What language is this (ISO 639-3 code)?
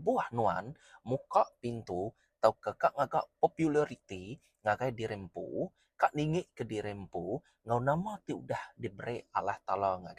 iba